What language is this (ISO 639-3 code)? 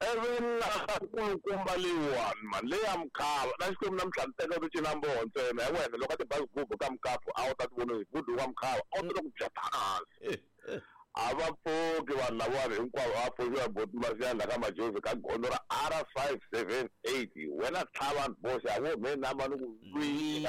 tso